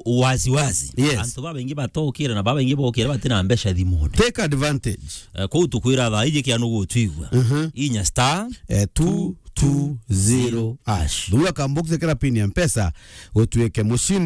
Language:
Meru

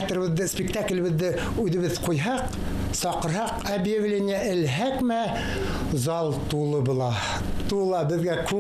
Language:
Bashkir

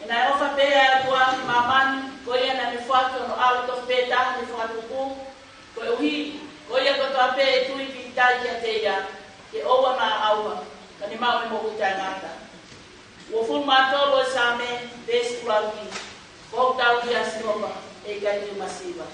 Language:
Tongan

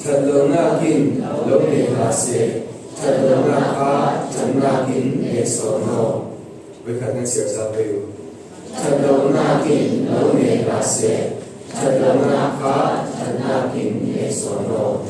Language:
Falam Chin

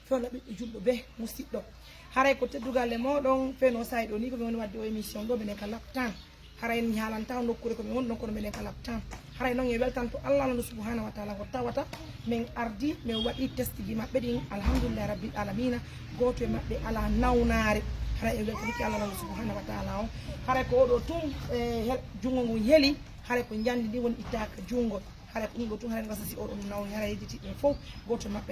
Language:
Pular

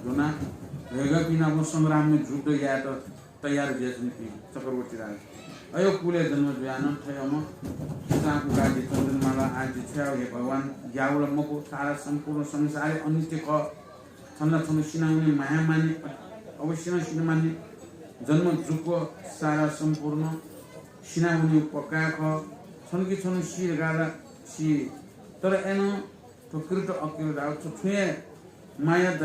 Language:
Newari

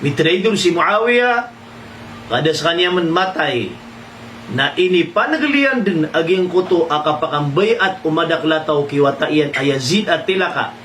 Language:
Maranao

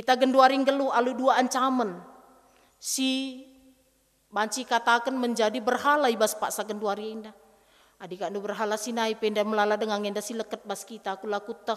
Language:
Batak Karo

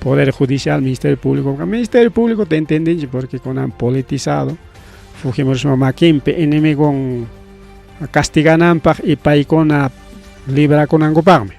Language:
Ayacucho Quechua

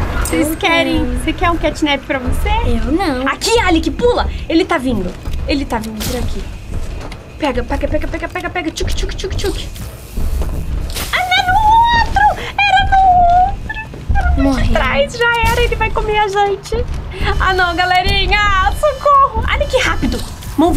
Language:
Portuguese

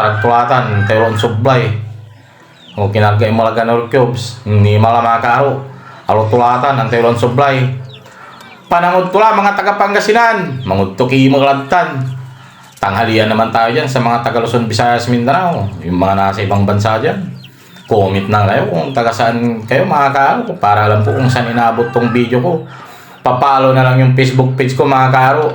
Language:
Pangasinan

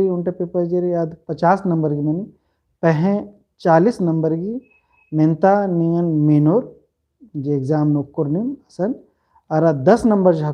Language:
Kurukh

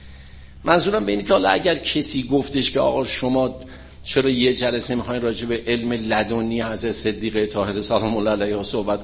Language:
Persian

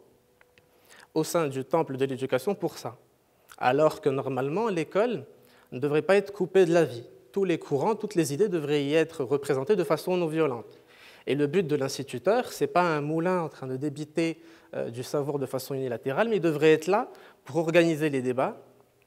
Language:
French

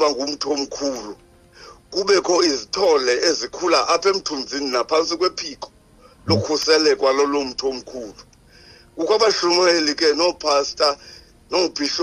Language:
Xhosa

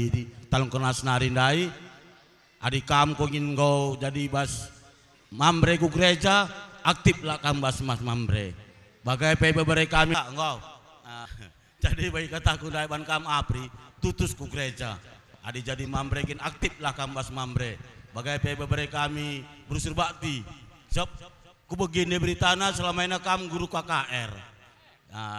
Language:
Batak Karo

